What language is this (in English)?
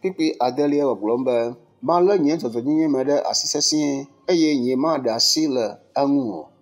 Ewe